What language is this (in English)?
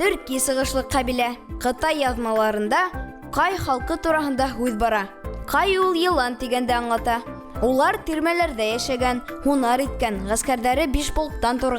Bashkir